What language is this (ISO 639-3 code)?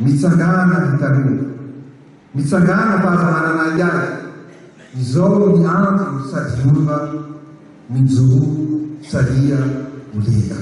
mlg